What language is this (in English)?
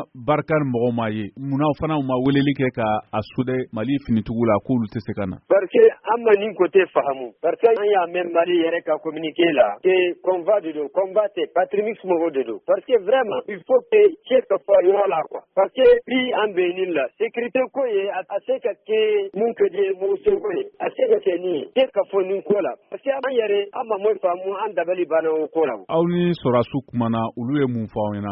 Bambara